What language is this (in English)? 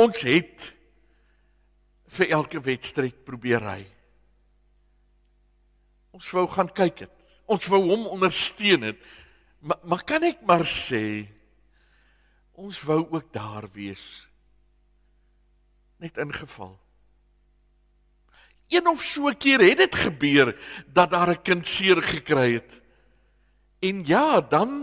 Afrikaans